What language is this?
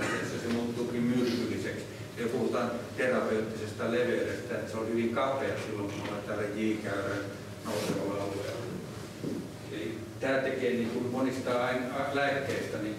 Finnish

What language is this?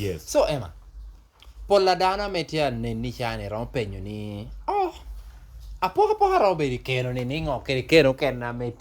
Lango (Uganda)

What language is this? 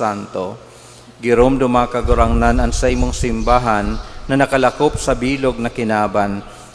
Bikol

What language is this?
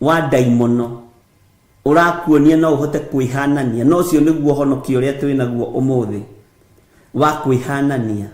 Kikuyu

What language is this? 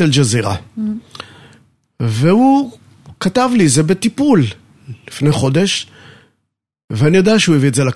Hebrew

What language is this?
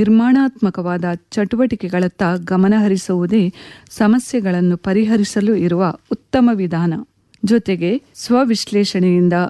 Kannada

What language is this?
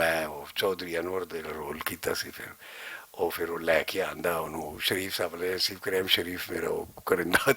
Western Panjabi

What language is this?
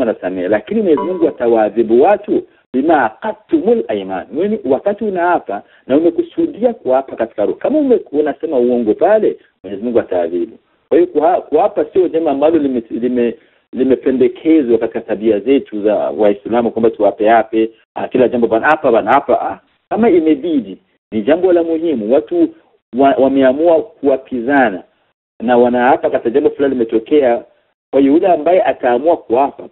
Swahili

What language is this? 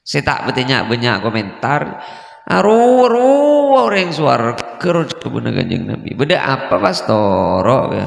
Madurese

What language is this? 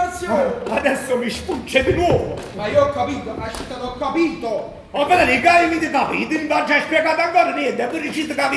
Neapolitan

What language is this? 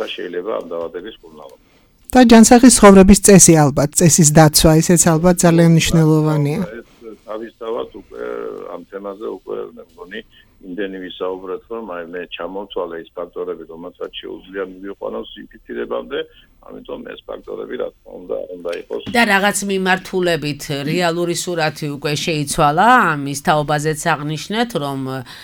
Georgian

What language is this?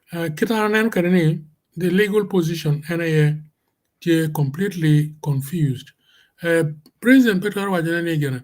Acoli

